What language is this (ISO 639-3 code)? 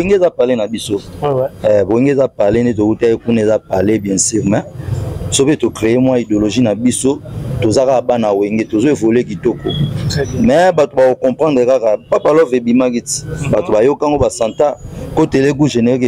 lin